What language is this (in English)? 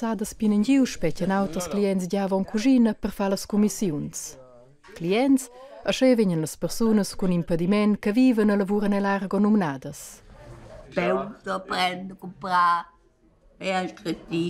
Romansh